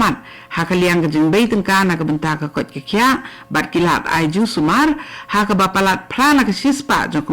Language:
Khasi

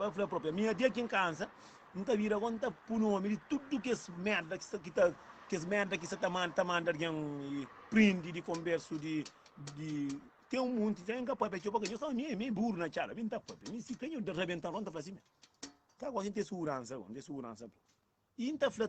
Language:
Kabuverdianu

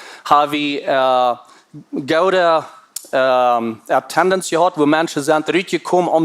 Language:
Plautdietsch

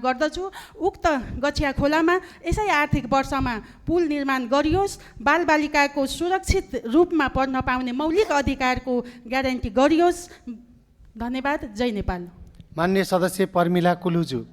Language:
Nepali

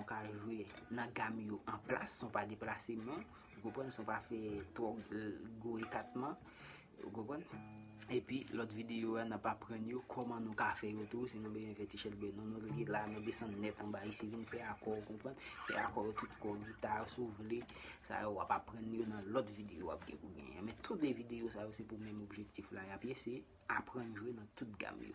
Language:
Haitian Creole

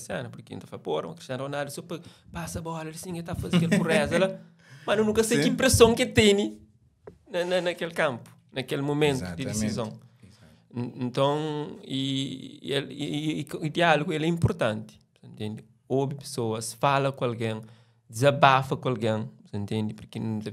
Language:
Kabuverdianu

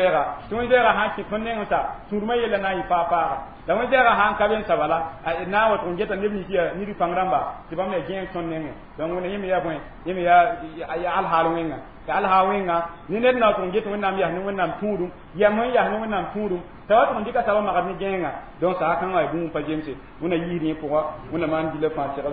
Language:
Mossi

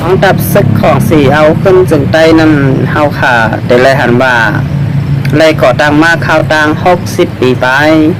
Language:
Shan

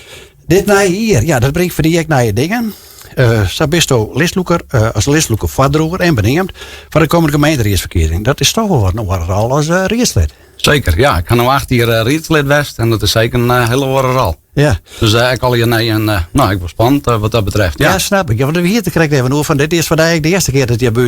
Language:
Western Frisian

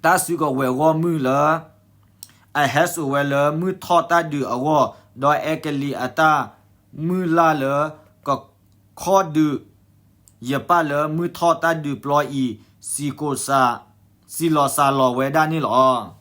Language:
S'gaw Karen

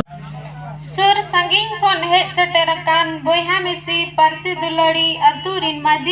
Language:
Santali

